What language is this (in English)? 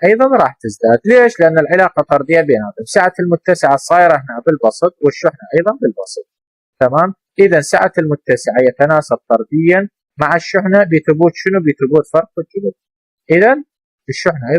Mesopotamian Arabic